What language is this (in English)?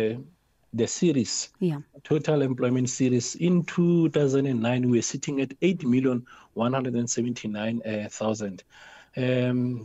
English